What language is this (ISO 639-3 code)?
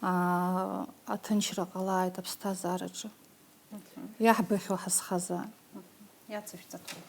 abk